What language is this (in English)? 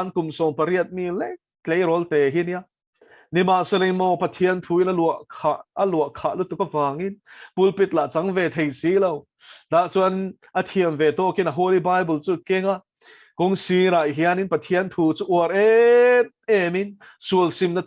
Mizo